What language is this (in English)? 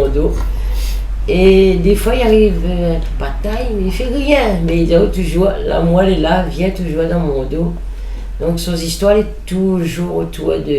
Réunion Creole French